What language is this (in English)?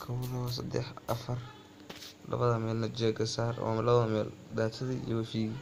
Somali